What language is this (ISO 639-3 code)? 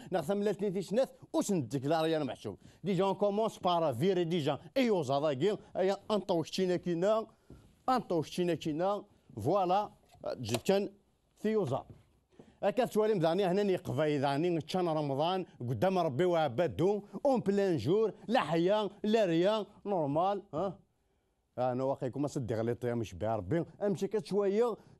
kab